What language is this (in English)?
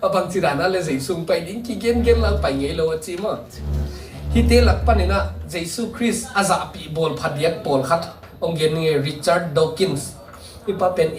Tedim Chin